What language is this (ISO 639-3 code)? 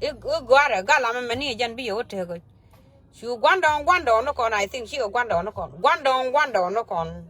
nus